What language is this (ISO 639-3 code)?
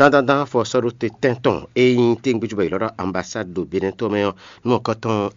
fon